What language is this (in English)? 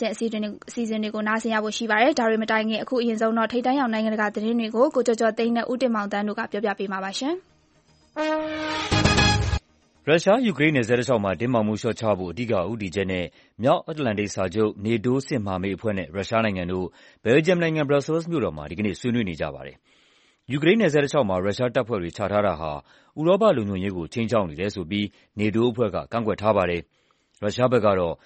Burmese